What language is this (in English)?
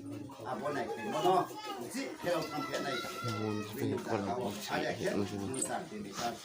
Riang (India)